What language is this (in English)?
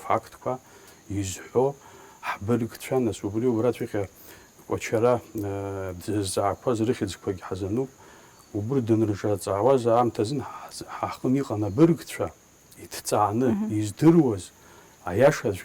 Abkhazian